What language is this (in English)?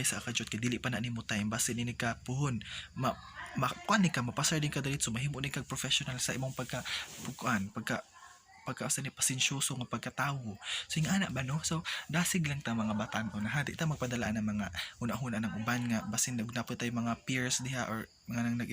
Cebuano